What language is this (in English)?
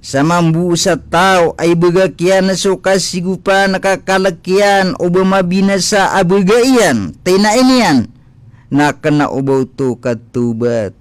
Maranao